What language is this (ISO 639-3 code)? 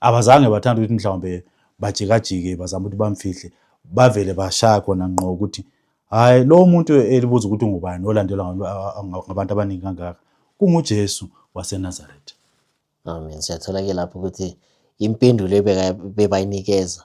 zul